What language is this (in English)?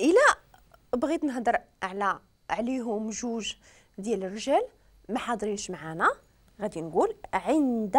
Moroccan Arabic